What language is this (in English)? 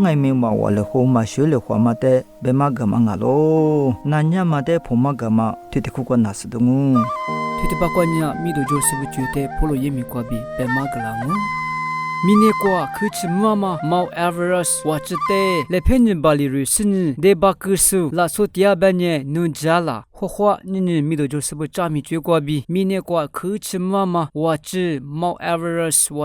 Lisu